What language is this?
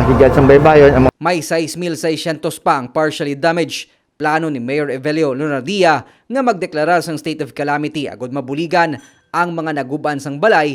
Hiligaynon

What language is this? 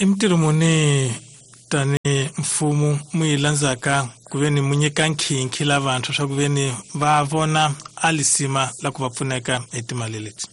Tsonga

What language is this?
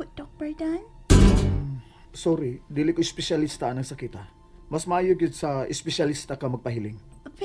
Cebuano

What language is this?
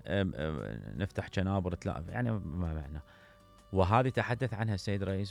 Mesopotamian Arabic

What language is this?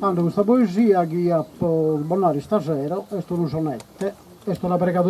Sardinian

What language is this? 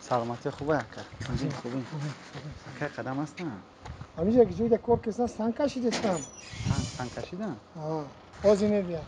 Tajik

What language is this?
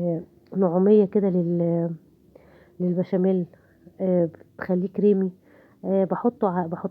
Egyptian Arabic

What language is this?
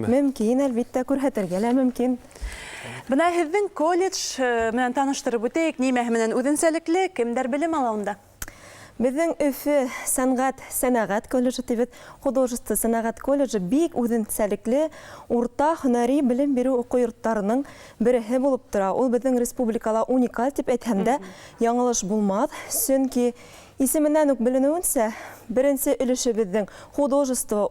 Bashkir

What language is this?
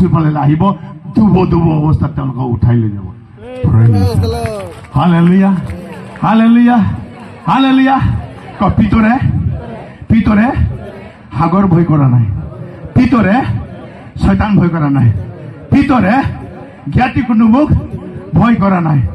Assamese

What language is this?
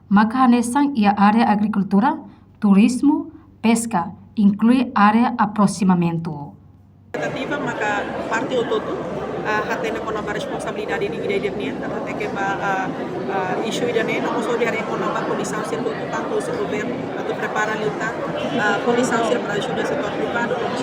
Tetum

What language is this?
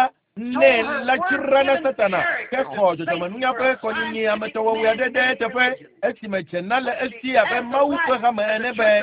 Ewe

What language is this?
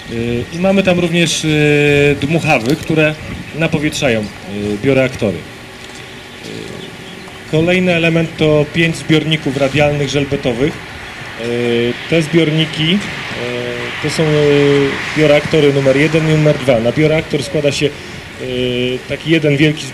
Polish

